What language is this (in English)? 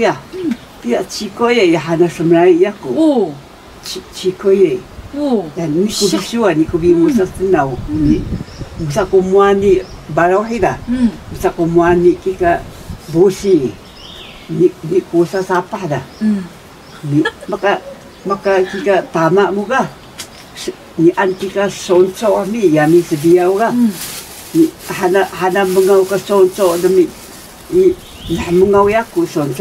Taroko